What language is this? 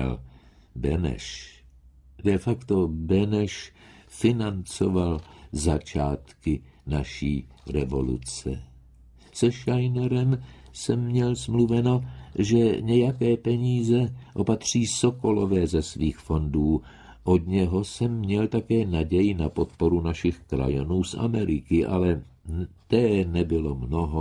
Czech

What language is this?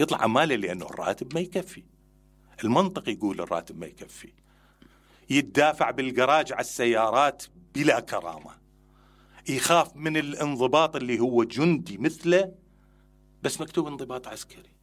Mesopotamian Arabic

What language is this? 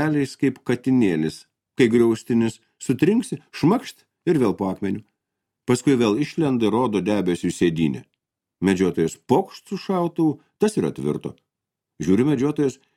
Lithuanian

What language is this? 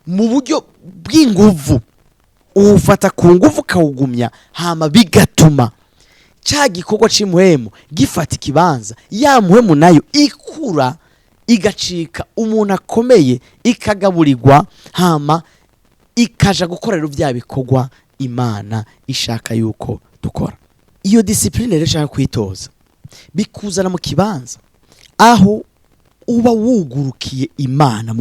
Rundi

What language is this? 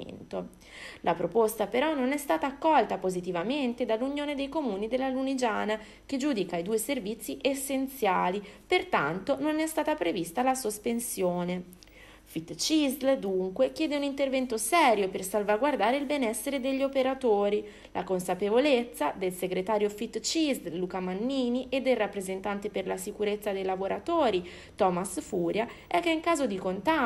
Italian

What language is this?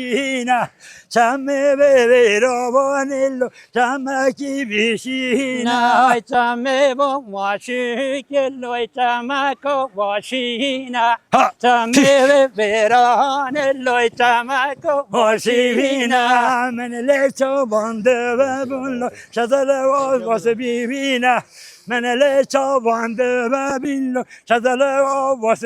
Kurdish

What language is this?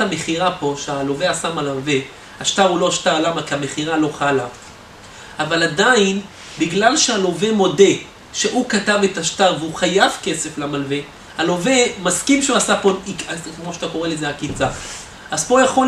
Hebrew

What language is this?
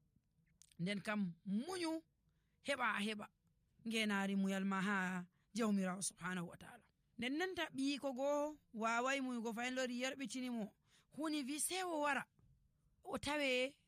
Nigerian Fulfulde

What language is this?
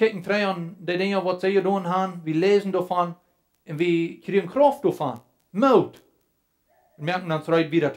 Plautdietsch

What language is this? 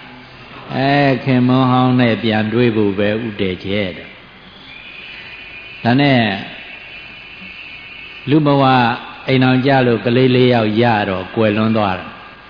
Burmese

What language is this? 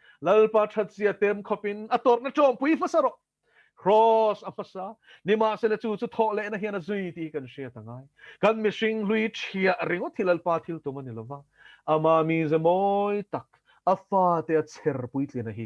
Mizo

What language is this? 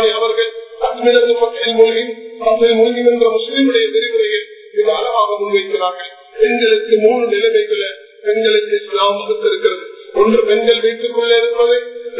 Tamil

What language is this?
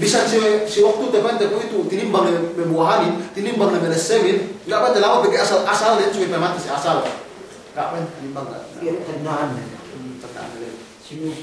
Yakan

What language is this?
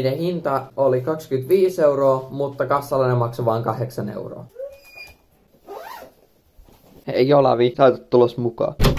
Finnish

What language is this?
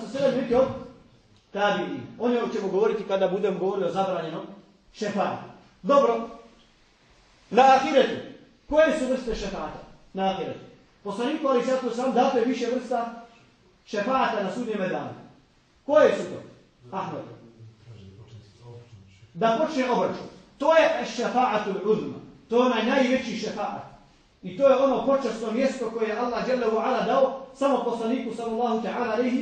Bosnian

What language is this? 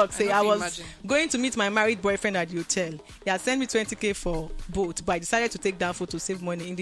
Nigerian Pidgin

